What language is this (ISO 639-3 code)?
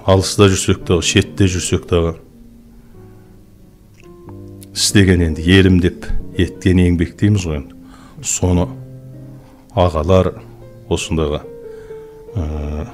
kaz